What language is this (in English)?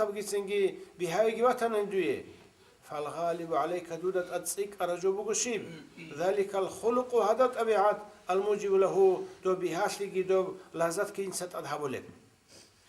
Avaric